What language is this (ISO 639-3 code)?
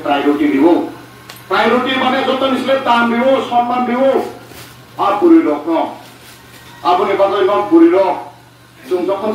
trp